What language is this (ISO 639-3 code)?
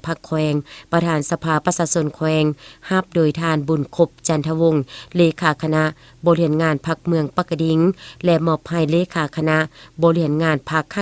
lao